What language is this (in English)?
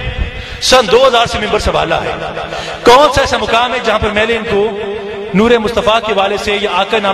Urdu